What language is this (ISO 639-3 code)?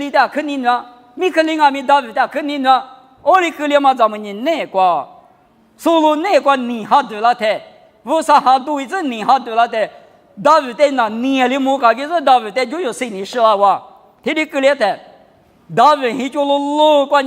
lis